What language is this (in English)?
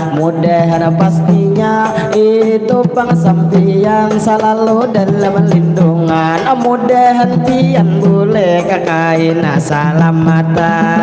Banjar